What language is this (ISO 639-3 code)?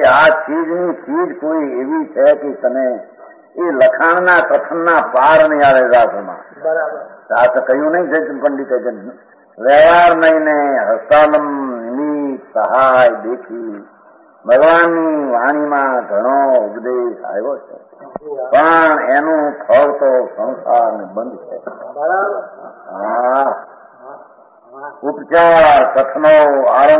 guj